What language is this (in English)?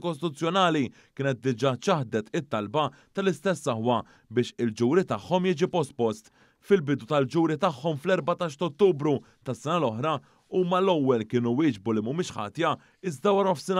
Maltese